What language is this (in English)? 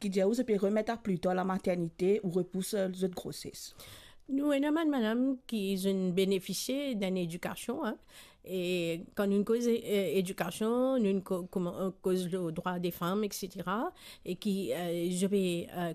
Morisyen